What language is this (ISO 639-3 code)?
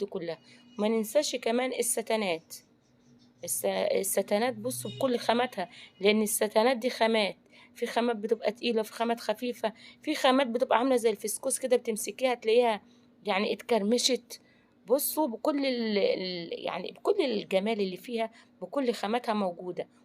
arz